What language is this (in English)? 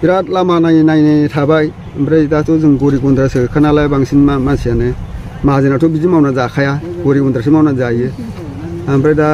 Bodo